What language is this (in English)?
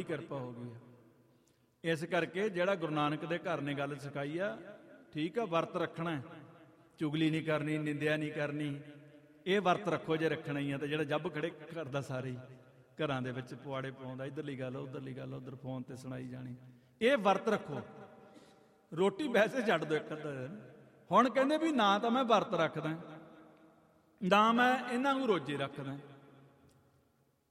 Punjabi